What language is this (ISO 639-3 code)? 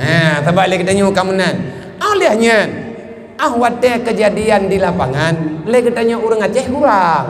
ace